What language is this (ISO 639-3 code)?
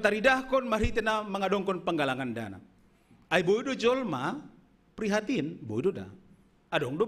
bts